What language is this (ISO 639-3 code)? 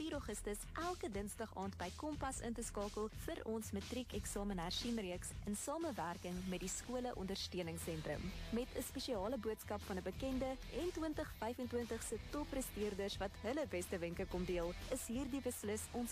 afr